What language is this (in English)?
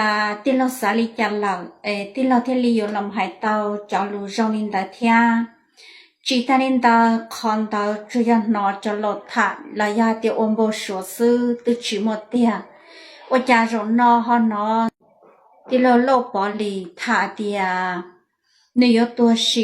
Hmong